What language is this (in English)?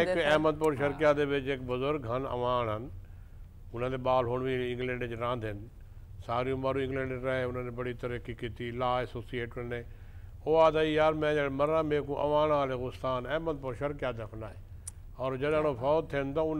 Saraiki